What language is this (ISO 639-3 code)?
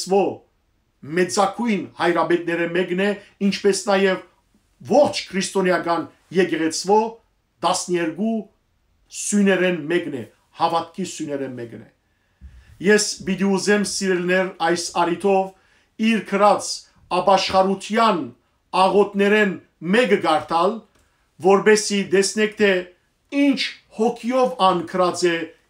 hyw